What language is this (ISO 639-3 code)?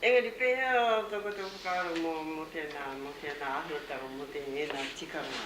mri